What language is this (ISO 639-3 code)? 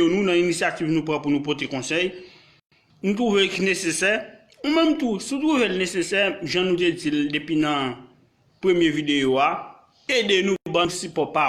hat